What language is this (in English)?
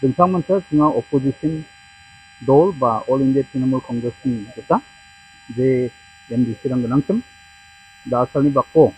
Garo